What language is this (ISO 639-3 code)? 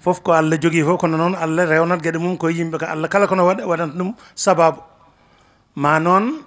ful